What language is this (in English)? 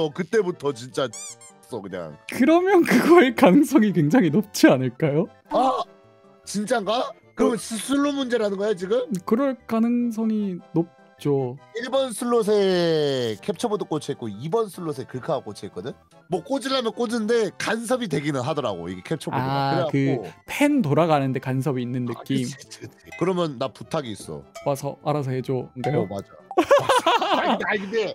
Korean